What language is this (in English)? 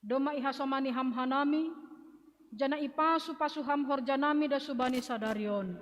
Batak Simalungun